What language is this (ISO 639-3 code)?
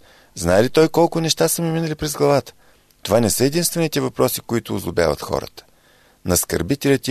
bul